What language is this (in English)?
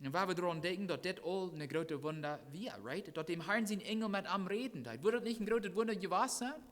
Plautdietsch